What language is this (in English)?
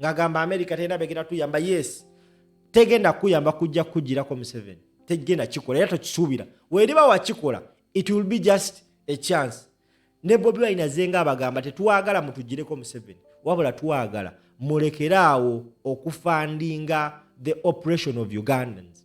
Ganda